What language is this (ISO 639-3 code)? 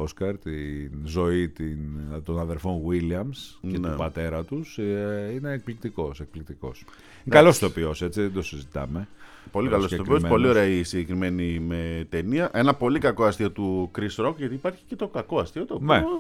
ell